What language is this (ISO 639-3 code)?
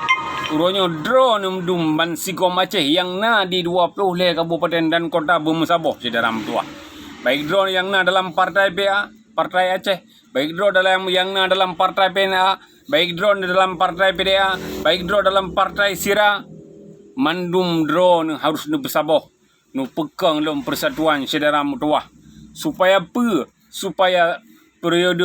ace